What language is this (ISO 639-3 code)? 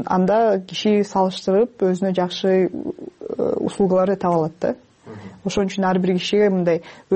kir